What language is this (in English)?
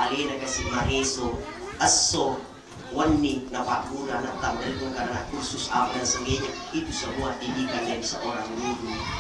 Buginese